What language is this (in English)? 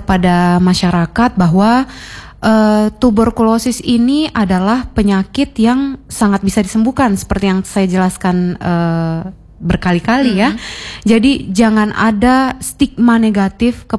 Indonesian